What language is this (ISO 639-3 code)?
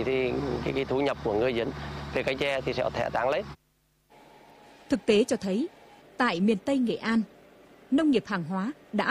vie